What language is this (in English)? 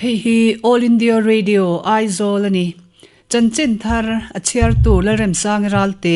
Mizo